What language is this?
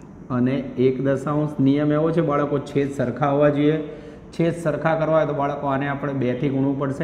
Gujarati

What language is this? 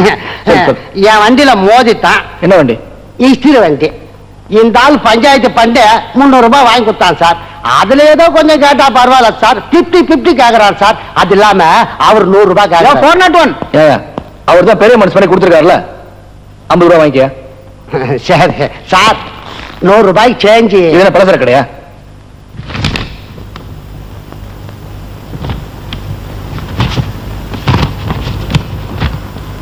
Tamil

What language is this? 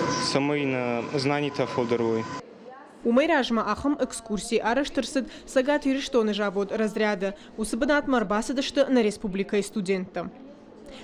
Ossetic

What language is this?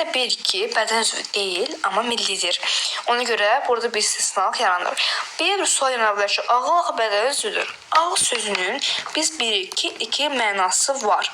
Azerbaijani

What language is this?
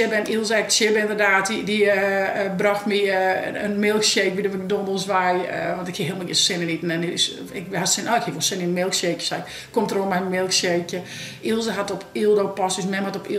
Western Frisian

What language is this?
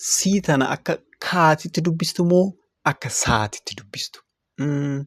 Oromo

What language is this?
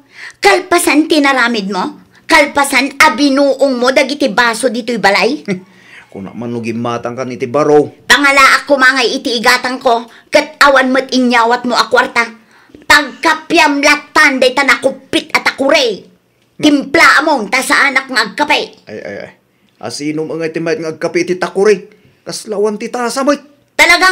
Iloko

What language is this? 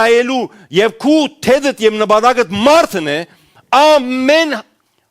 Western Armenian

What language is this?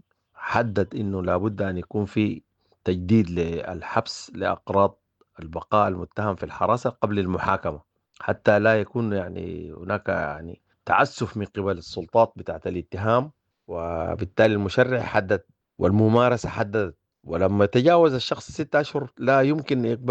Sudanese Arabic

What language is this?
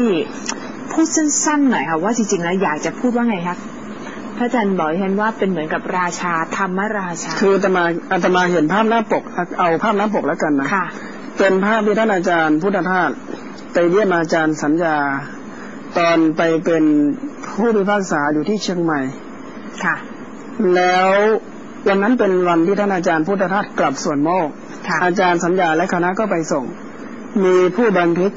Thai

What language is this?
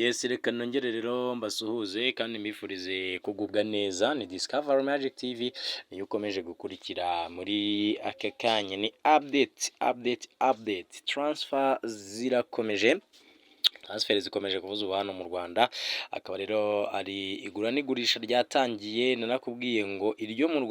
Kinyarwanda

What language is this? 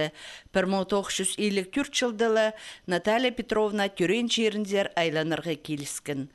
Khakas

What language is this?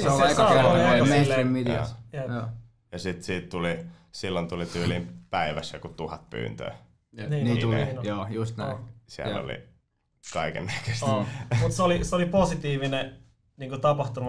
Finnish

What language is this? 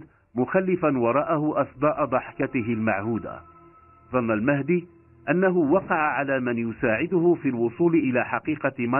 Arabic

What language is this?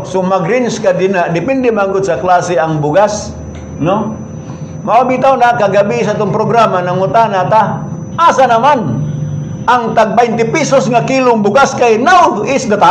Cebuano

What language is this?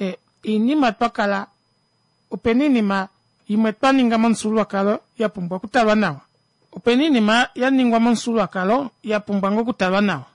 Kuanyama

